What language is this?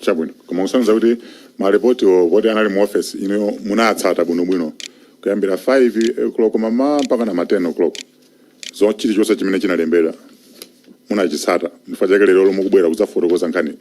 Nyanja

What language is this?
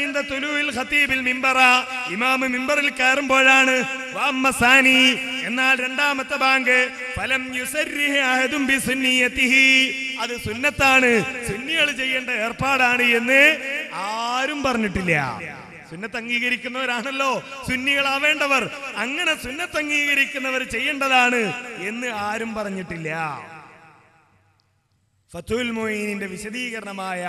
Malayalam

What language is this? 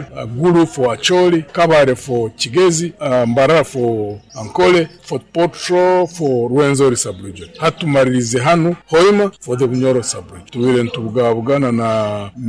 Nyoro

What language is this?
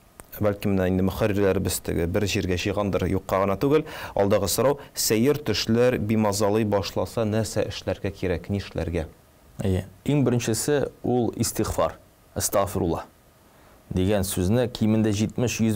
Tatar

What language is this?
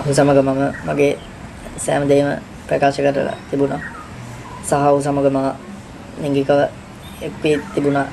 Sinhala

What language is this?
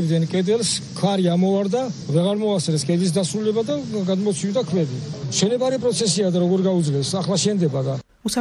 Georgian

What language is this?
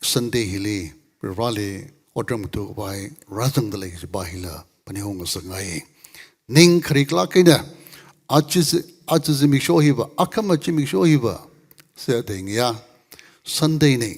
Tangkhul Naga (India)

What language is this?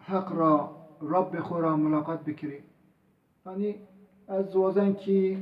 Zaza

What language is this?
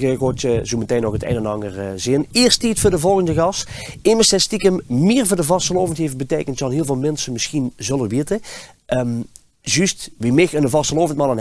Limburgish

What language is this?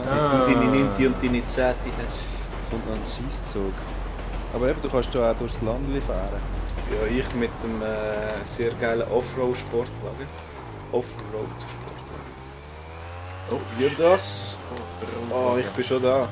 Swiss German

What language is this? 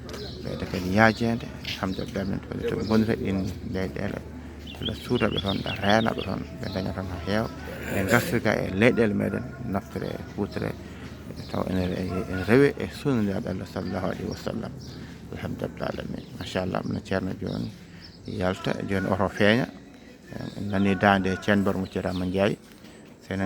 Fula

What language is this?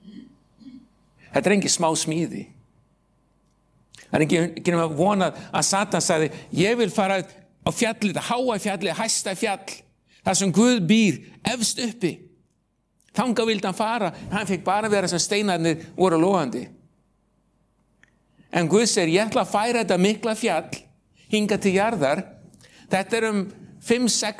Icelandic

